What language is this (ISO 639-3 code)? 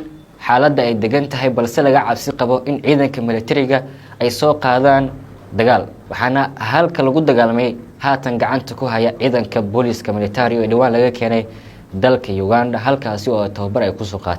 som